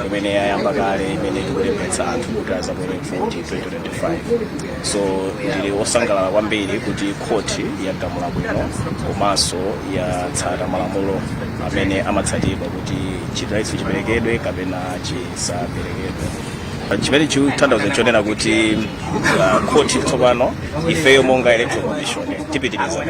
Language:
Nyanja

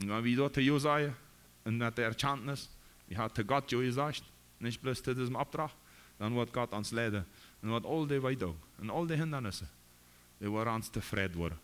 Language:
Plautdietsch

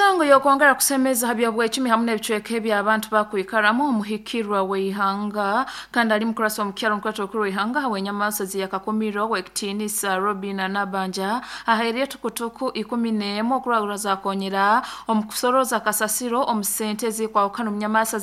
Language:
Nyoro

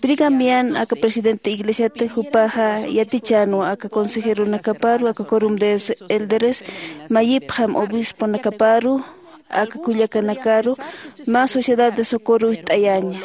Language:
Aymara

